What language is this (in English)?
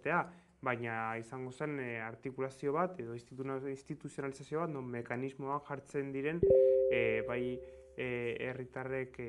Basque